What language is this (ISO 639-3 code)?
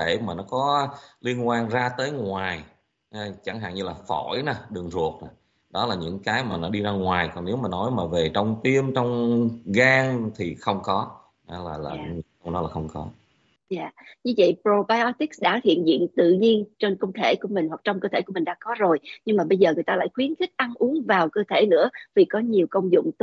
vie